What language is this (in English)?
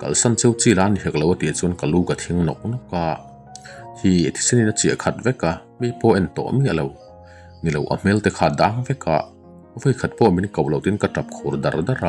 Mizo